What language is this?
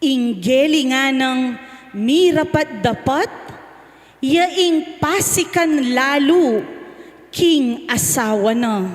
Pampanga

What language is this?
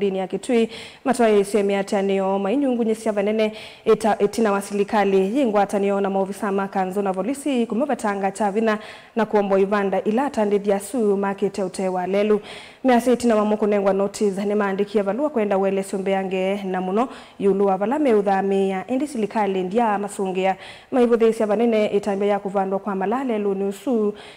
Kamba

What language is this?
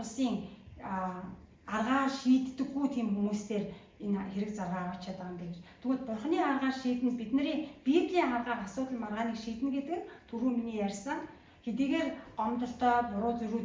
Mongolian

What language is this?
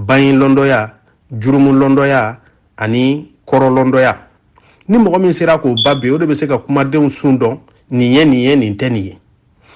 Bambara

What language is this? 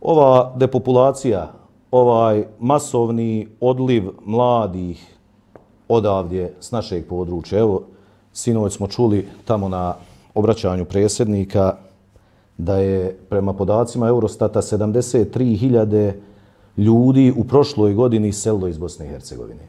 Bosnian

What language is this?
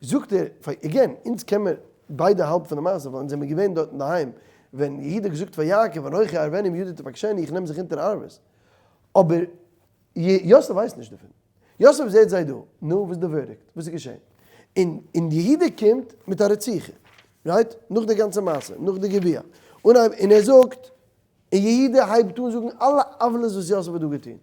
Yiddish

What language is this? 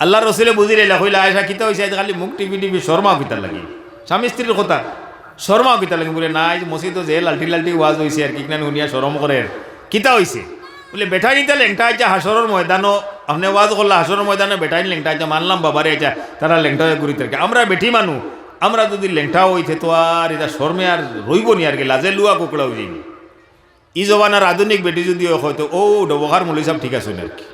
Sylheti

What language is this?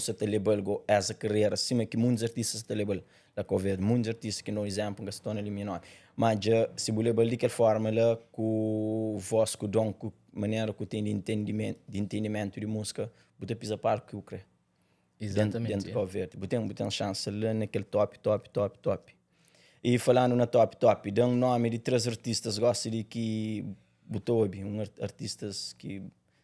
Kabuverdianu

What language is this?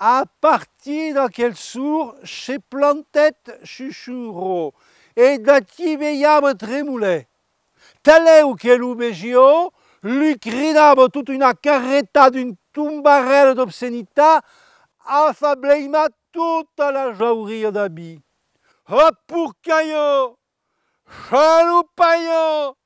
Occitan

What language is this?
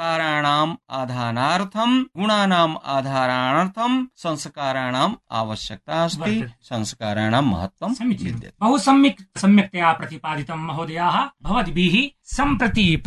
Sanskrit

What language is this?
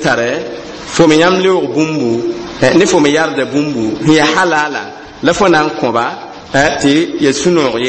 Mossi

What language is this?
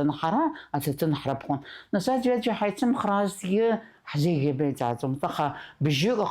Abkhazian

